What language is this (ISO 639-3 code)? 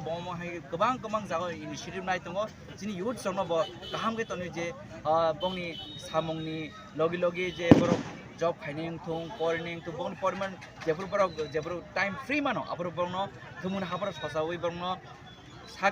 trp